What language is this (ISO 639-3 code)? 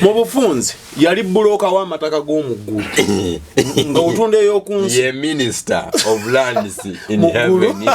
lug